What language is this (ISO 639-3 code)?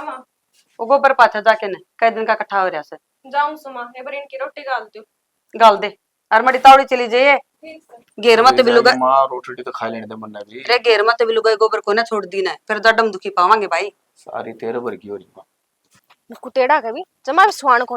bgc